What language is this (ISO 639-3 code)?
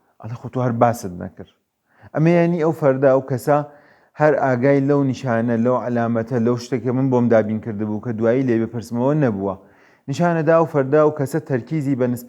ckb